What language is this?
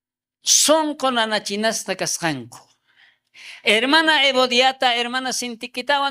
South Bolivian Quechua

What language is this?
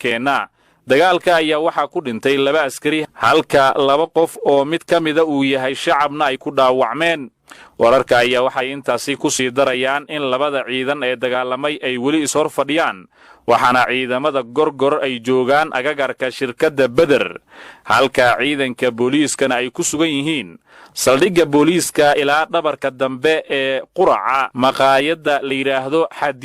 Somali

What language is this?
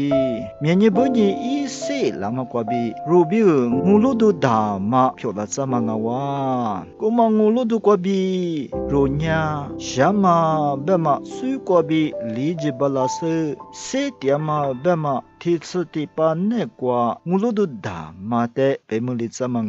Lisu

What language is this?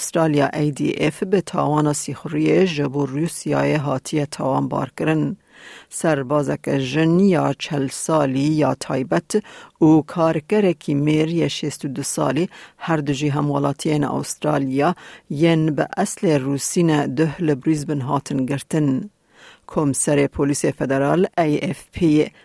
Kurdish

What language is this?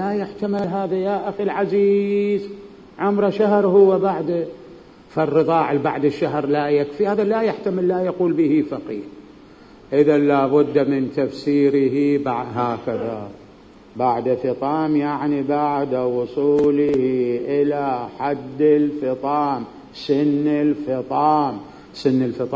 Mesopotamian Arabic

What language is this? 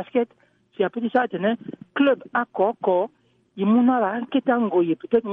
Sango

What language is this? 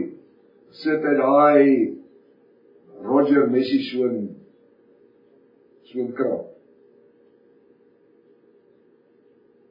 Afrikaans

